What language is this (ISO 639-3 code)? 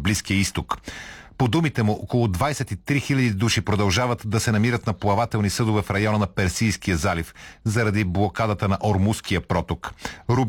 bul